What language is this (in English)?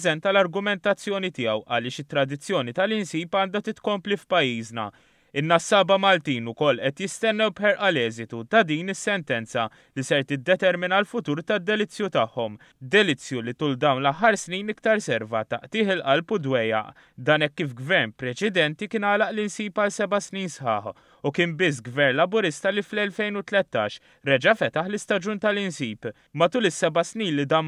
Maltese